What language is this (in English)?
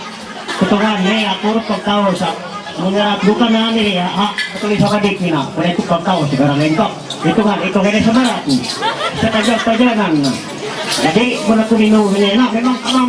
Ma'anyan